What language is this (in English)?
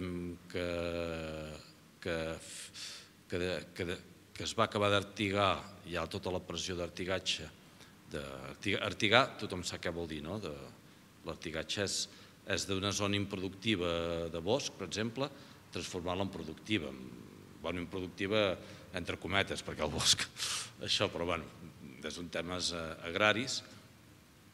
Catalan